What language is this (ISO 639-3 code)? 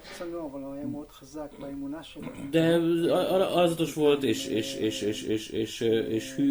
hun